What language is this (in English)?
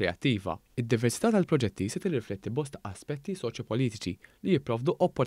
Maltese